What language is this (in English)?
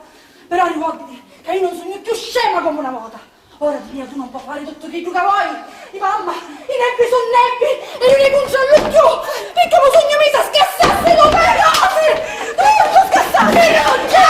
Sicilian